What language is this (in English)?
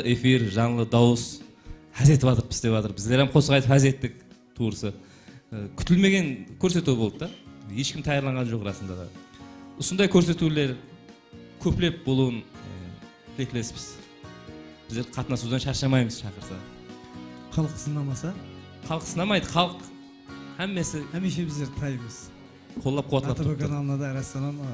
Kara-Kalpak